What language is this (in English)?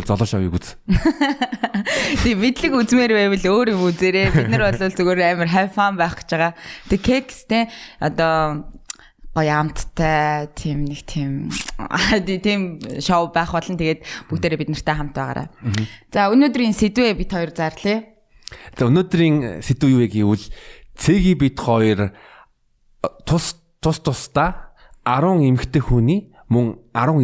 Mongolian